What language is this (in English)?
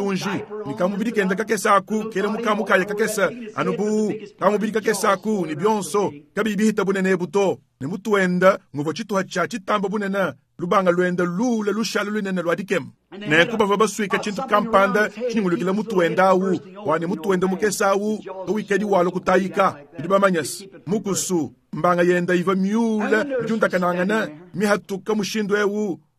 Luba-Lulua